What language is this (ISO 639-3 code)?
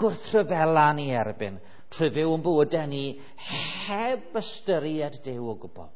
cym